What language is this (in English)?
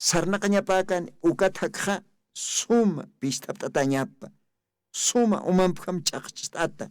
Aymara